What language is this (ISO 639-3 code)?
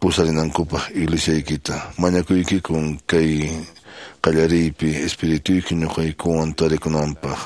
que